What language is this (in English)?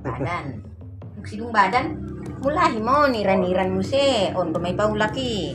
Batak Toba